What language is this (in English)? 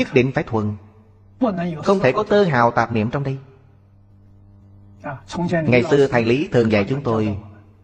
Vietnamese